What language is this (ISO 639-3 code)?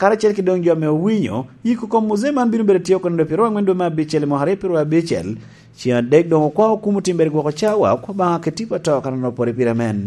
laj